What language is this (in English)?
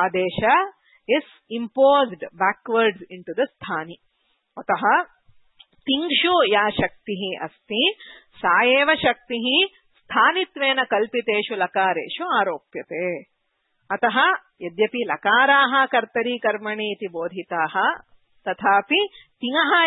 Sanskrit